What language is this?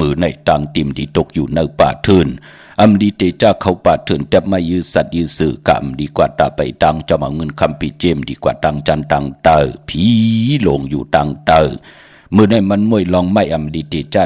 Shan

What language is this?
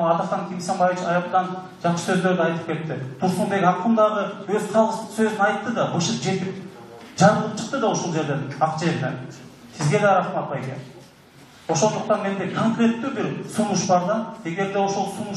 Kyrgyz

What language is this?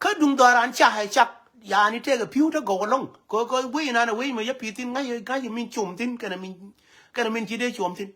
Nuer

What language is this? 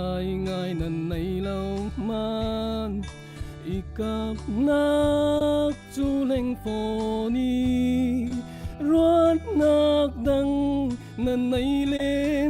Falam Chin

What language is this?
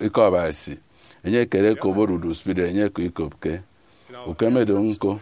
Efik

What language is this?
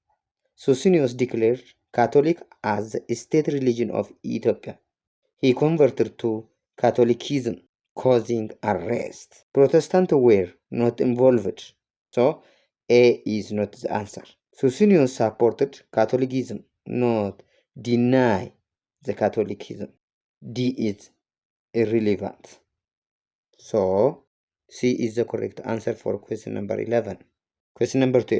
English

